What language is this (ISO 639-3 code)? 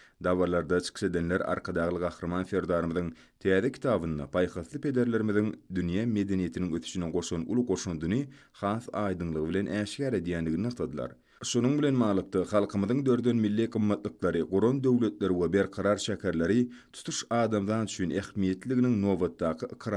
tuk